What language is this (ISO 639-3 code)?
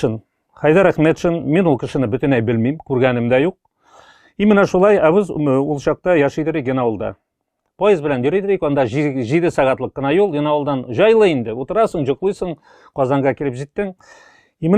tat